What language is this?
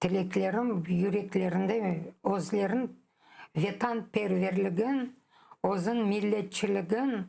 Crimean Tatar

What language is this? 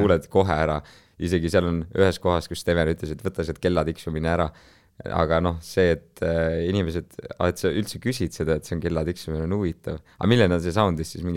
Estonian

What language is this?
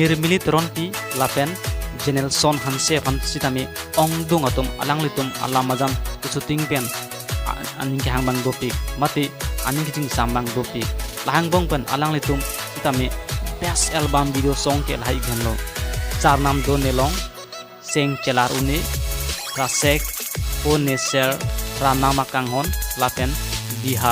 Karbi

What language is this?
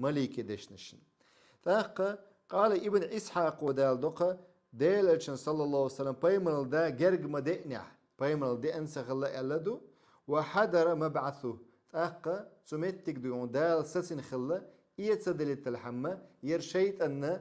Chechen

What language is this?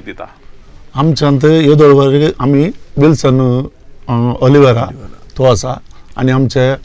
Konkani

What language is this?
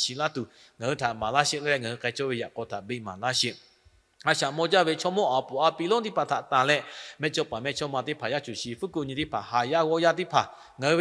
Lahu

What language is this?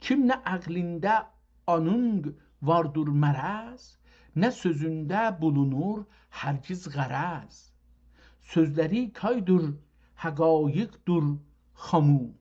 South Azerbaijani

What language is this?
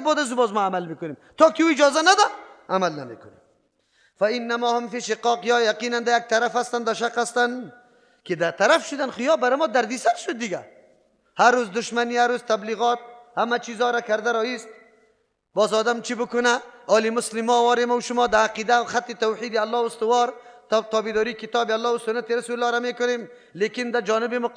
Persian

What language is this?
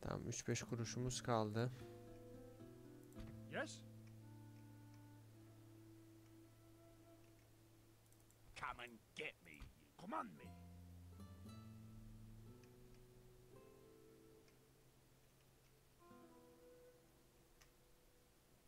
Turkish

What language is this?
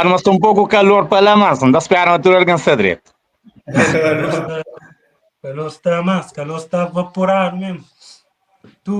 Kabuverdianu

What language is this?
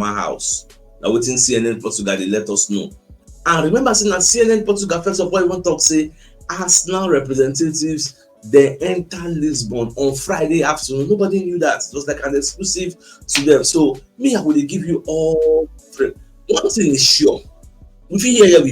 Nigerian Pidgin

